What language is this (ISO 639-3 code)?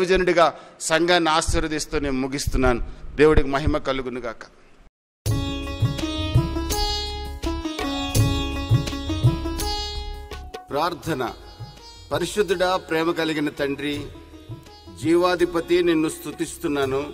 tel